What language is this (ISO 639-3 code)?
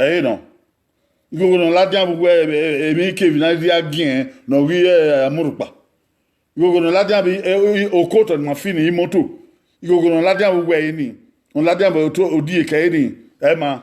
bin